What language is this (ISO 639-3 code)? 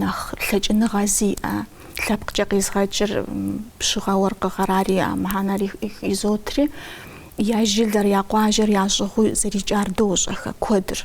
kbd